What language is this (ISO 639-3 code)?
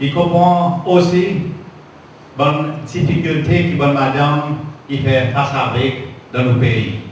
crs